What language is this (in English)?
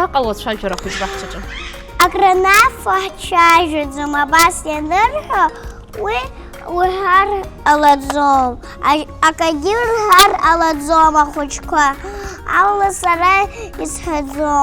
Abkhazian